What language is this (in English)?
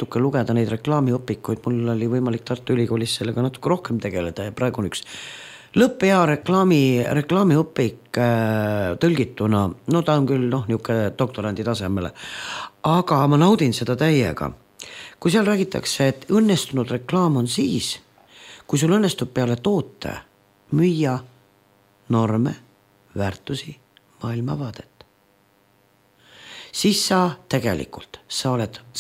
Estonian